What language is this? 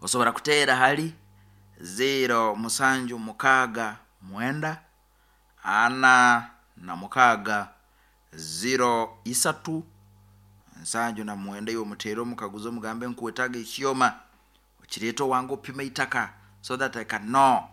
Nyankole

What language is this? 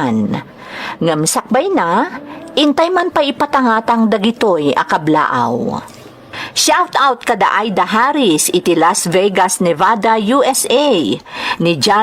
Iloko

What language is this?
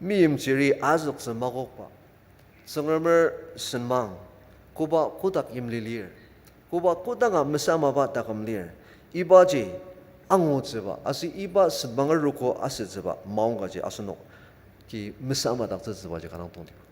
Ao Naga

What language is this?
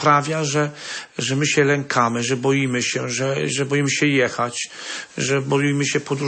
Polish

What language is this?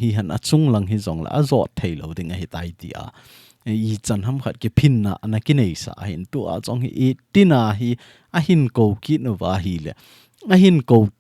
Thado Chin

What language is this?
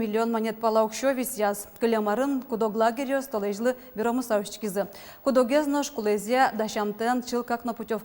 Udmurt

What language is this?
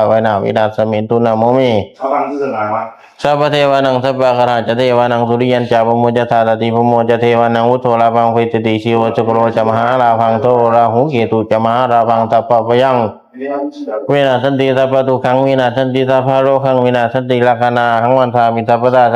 Pali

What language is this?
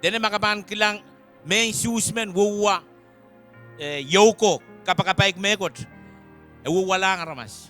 Pohnpeian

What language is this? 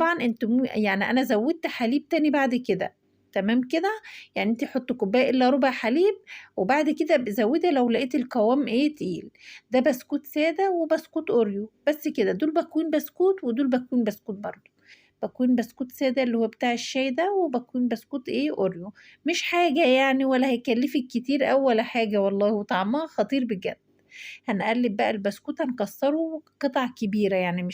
Egyptian Arabic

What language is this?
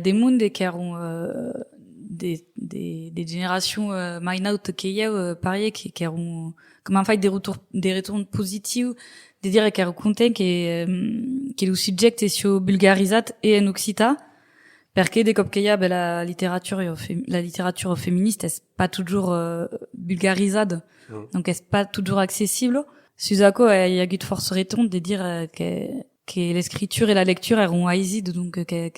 Occitan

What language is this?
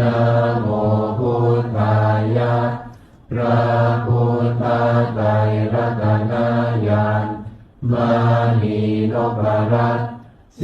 Pali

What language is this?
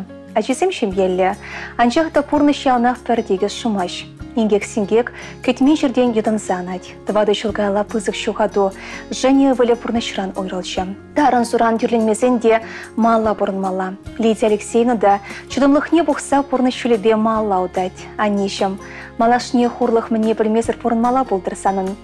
Chuvash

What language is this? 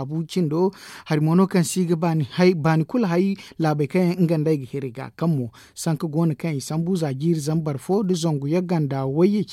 Zarma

